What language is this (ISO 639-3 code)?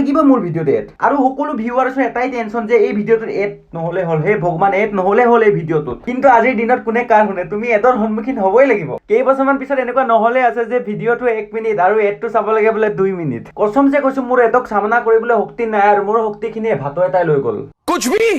asm